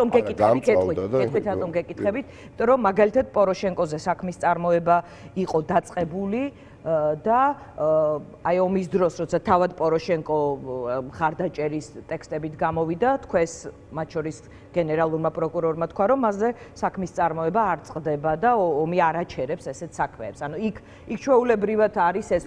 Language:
Georgian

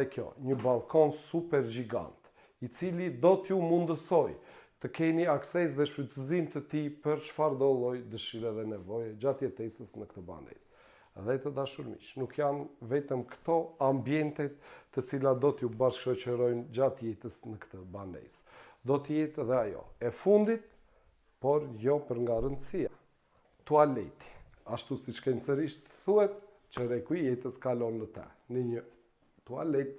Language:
Albanian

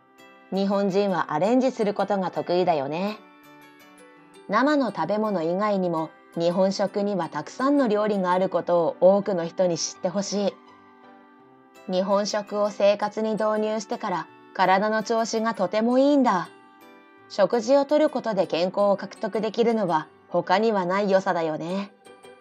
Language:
Japanese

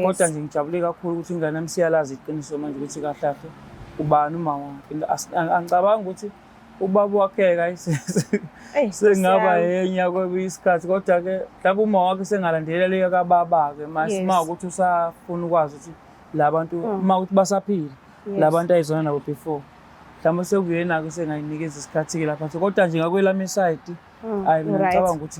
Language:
Zulu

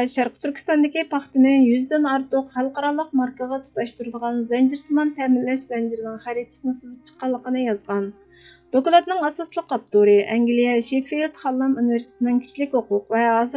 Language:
Uyghur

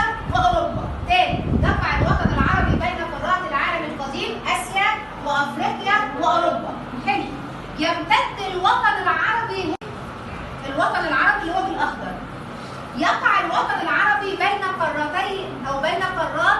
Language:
Egyptian Arabic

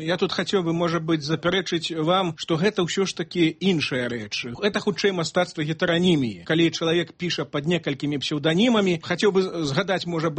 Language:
Belarusian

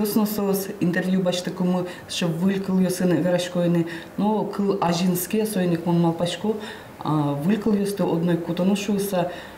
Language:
Udmurt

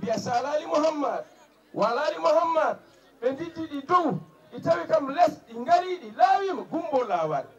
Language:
Fula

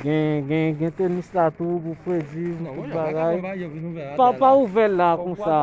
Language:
Haitian Creole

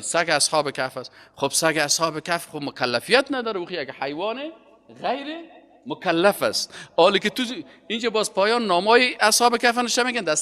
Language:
Persian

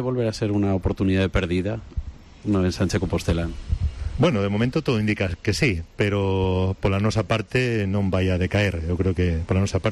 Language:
Galician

